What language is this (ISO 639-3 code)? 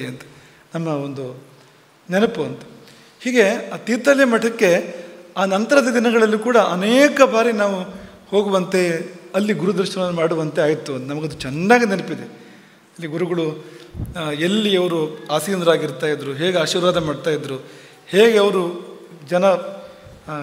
kan